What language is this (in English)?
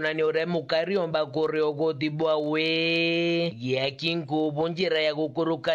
Meru